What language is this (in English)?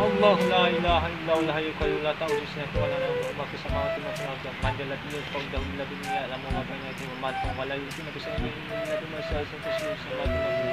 Bima